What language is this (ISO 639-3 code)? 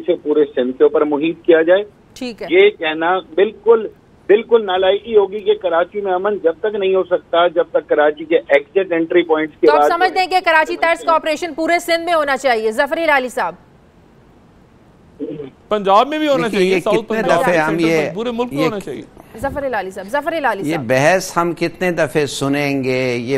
urd